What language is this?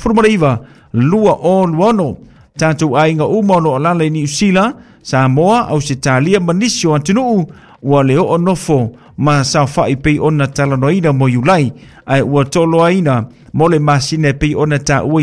Samoan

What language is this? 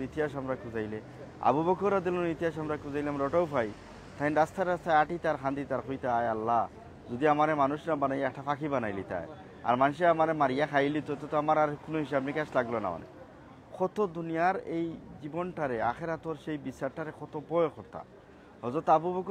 Sylheti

